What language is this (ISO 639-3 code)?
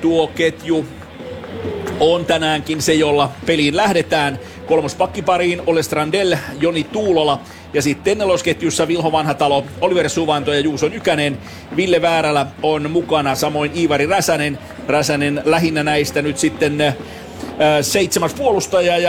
fin